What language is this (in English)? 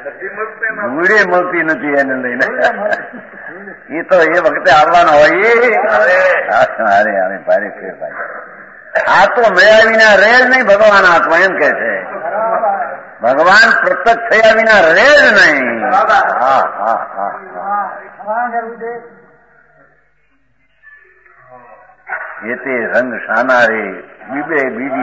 Gujarati